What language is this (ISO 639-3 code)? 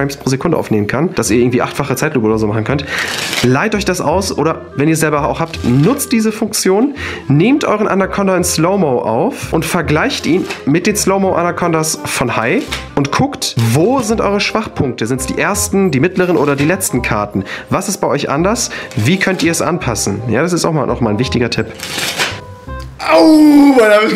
deu